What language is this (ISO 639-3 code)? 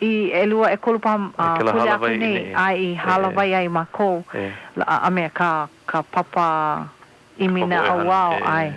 haw